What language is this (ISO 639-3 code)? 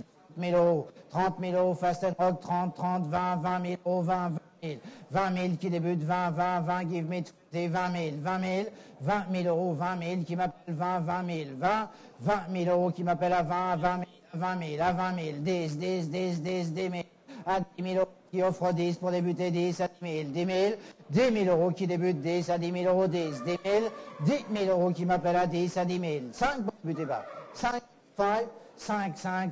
fra